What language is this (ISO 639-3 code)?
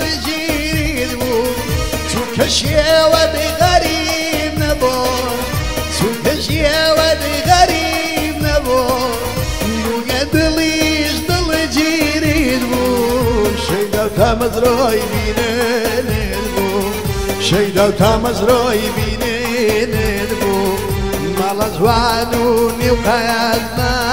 ckb